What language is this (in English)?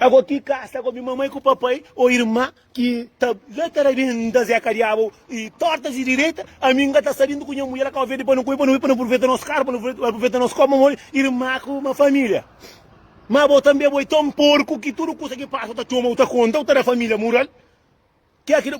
Kabuverdianu